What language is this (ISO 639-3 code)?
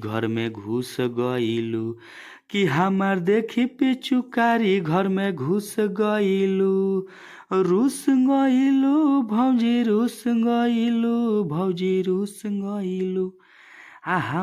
bho